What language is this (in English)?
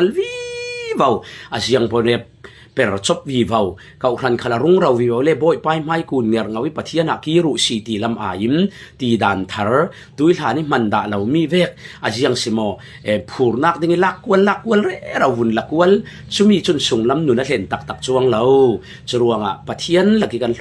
Falam Chin